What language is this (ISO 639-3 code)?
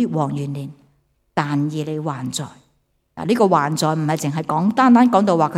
yue